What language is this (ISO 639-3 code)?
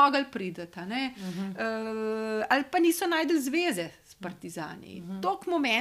slv